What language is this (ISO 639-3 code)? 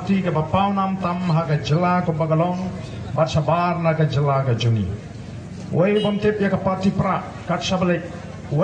kha